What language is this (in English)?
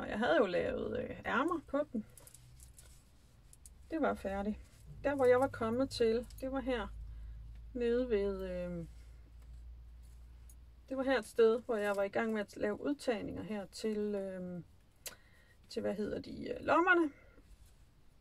Danish